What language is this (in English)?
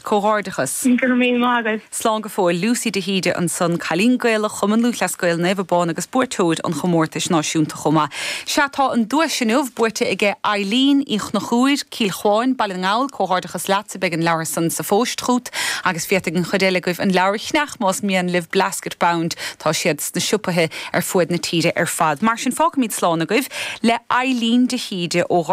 Irish